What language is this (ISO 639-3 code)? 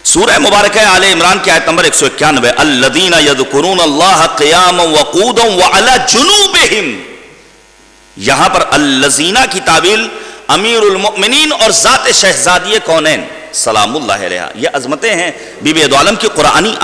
urd